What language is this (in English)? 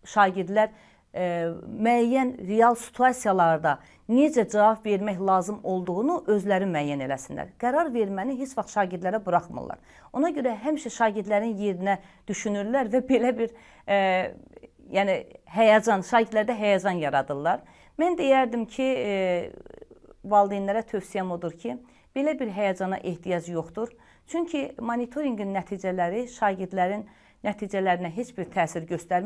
Azerbaijani